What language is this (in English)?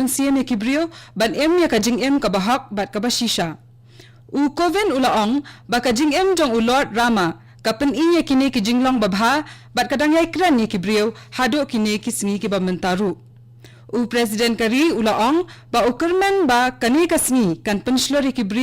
Khasi